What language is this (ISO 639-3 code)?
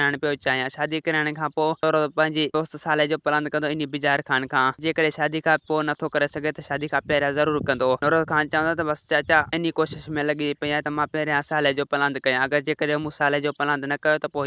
snd